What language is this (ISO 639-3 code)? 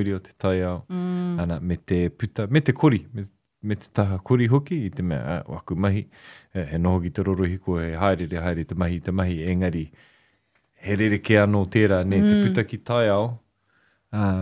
mri